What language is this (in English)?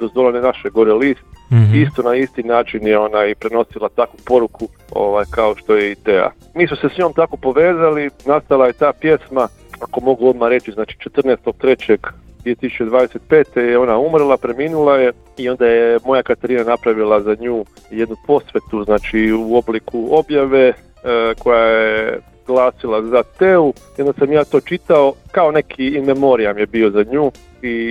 Croatian